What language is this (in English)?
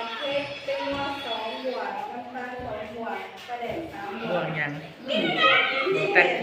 Lao